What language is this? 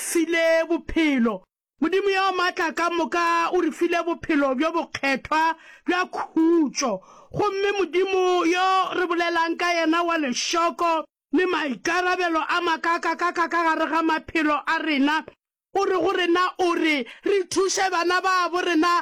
Northern Sotho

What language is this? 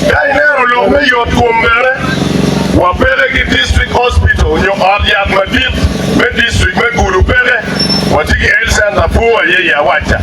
Acoli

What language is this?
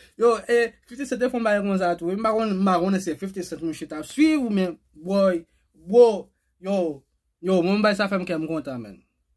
Haitian Creole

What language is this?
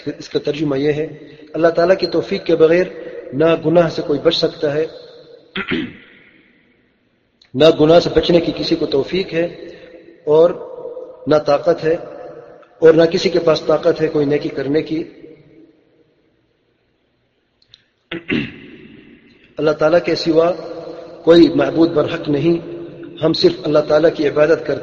Urdu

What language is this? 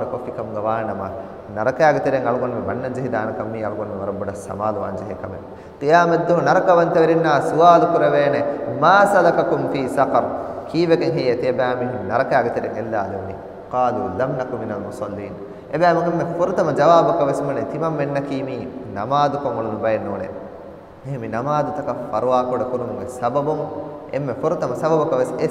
Divehi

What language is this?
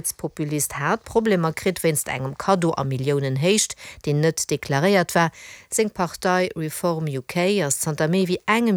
Luxembourgish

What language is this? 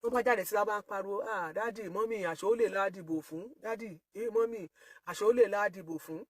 Yoruba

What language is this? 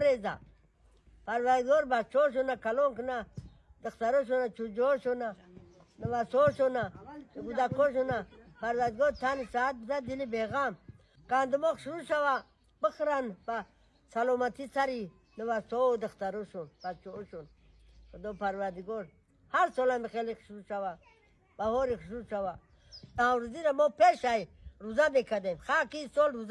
Tajik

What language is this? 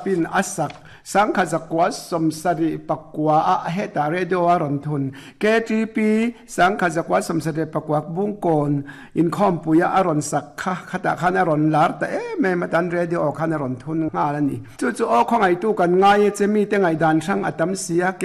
Mizo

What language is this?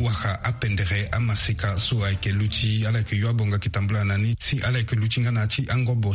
Sango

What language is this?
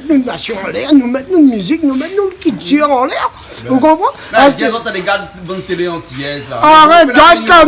Réunion Creole French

